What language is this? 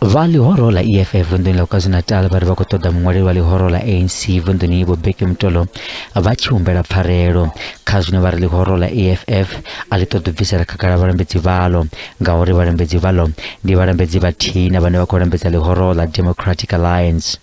Venda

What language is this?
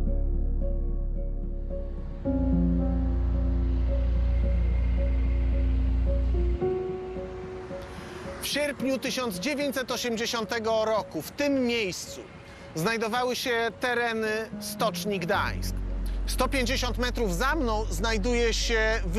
Polish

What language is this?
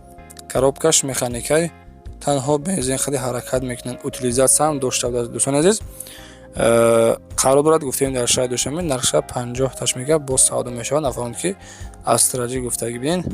Tajik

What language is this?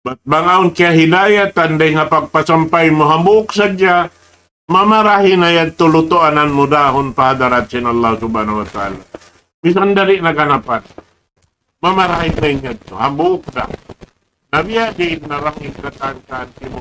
Tausug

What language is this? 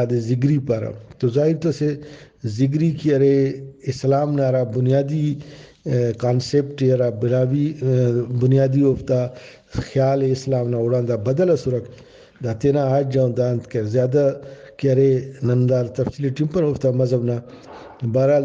Brahui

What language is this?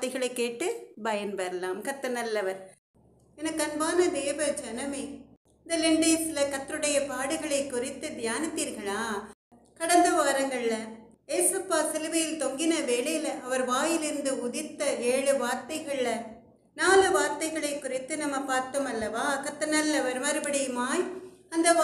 Tamil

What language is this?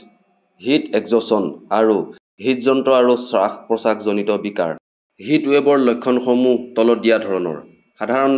Assamese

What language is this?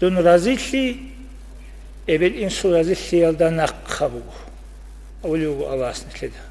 Avaric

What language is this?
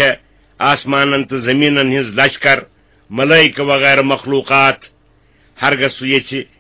Kashmiri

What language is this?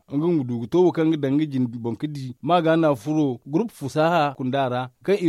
Zarma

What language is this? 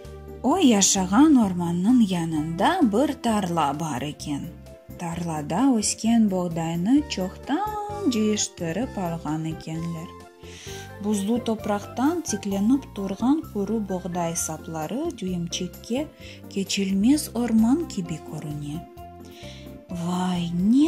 Crimean Tatar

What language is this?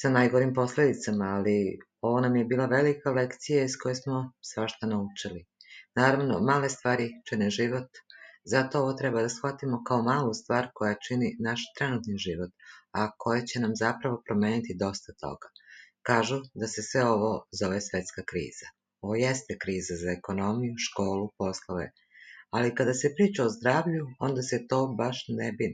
Serbian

